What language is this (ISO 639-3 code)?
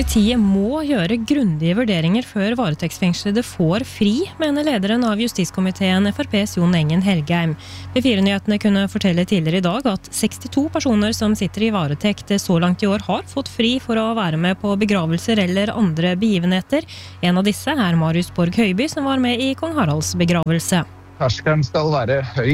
nor